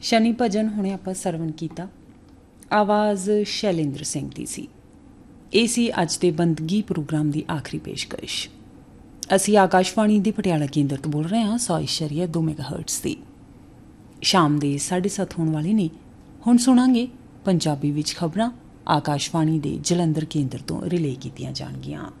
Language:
Punjabi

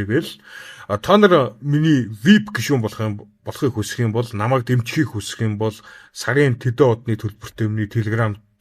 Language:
Mongolian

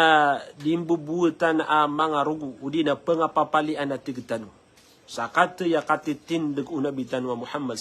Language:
Maranao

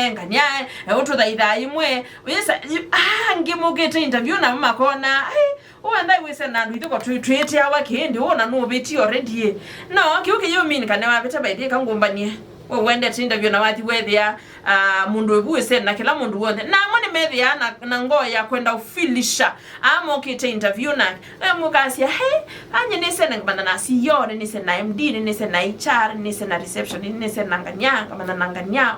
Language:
Kamba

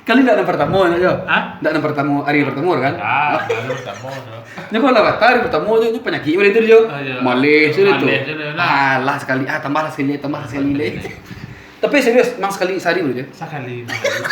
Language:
Minangkabau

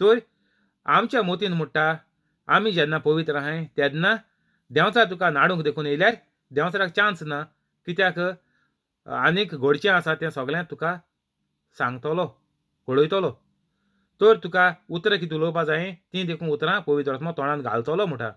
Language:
Konkani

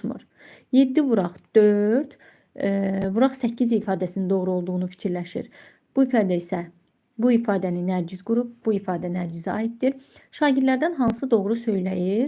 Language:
Azerbaijani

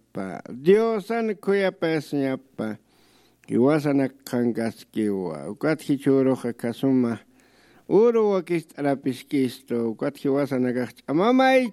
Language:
Aymara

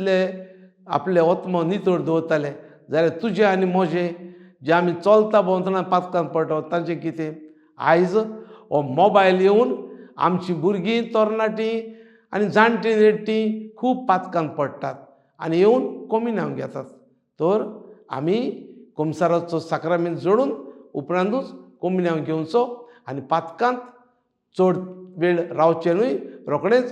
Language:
Konkani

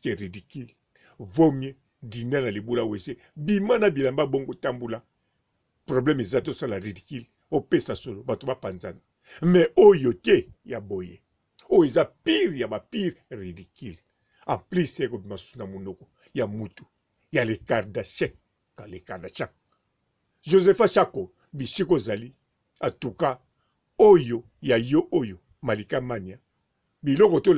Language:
Lingala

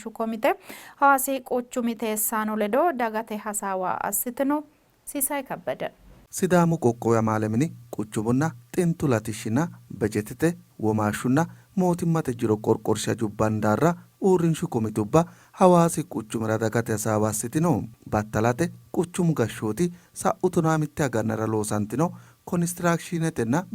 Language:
Sidamo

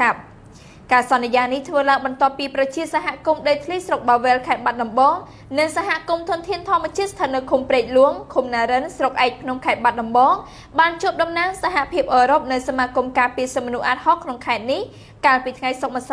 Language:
Khmer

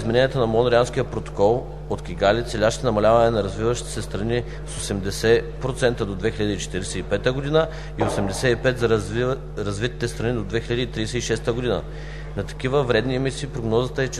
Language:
Bulgarian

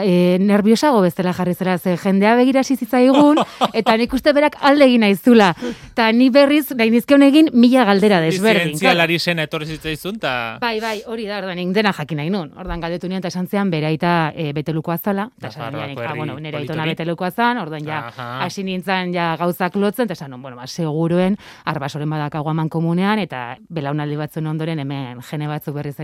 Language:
Basque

